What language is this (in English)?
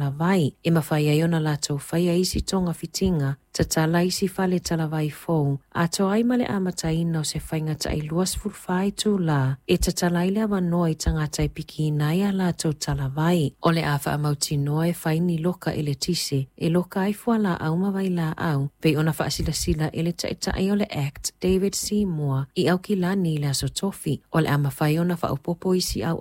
Samoan